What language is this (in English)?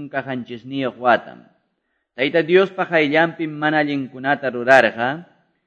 Quechua